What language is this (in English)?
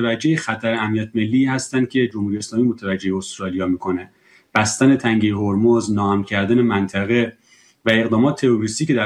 Persian